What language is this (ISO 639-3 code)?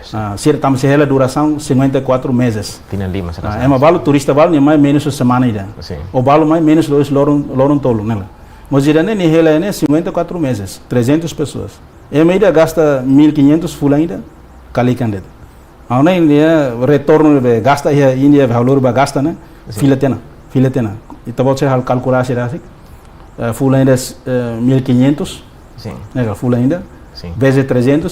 tet